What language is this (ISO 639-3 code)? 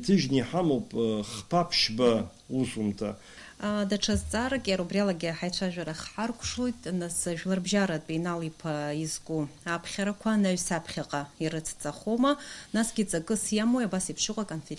abk